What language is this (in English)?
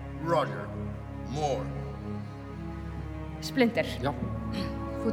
Icelandic